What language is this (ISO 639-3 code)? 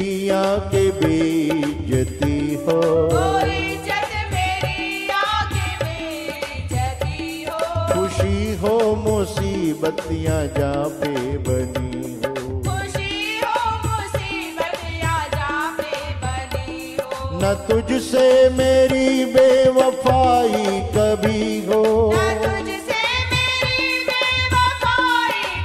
hin